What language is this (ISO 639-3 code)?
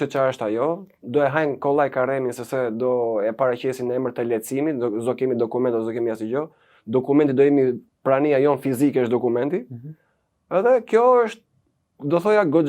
sqi